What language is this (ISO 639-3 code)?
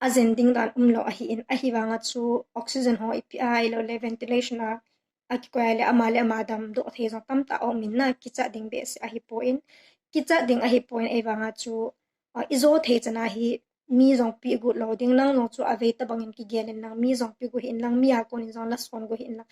tcz